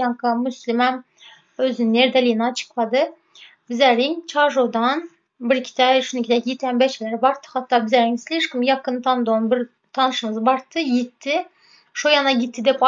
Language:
Turkmen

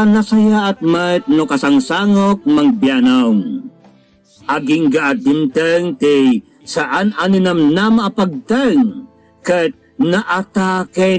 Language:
Iloko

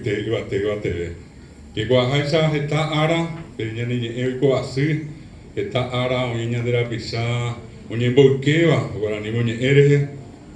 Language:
Guarani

